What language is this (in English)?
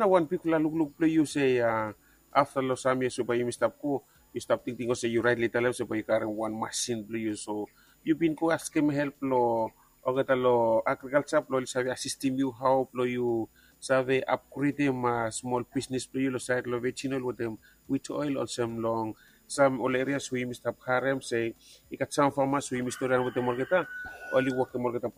Bislama